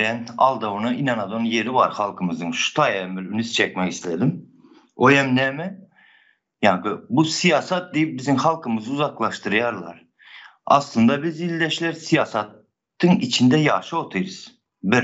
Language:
Turkmen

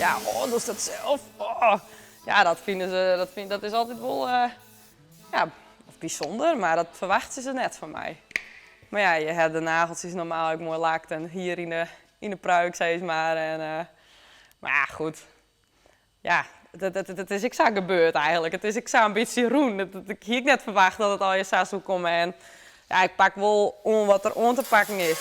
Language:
Western Frisian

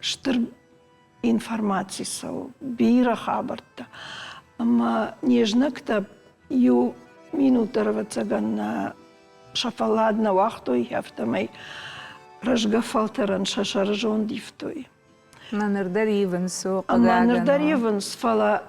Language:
Ossetic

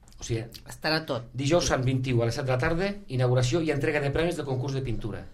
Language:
Catalan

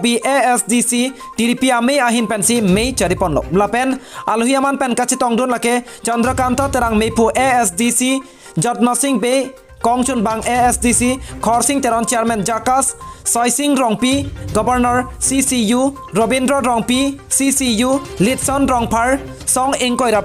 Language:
Karbi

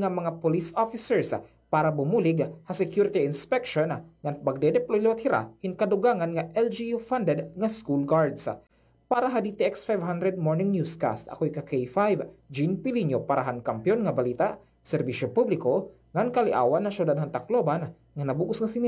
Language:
Waray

